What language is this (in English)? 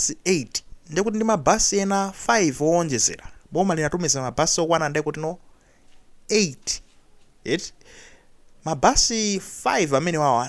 Nyanja